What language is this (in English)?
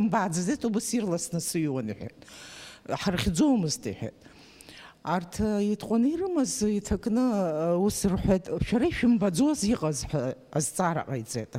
Abkhazian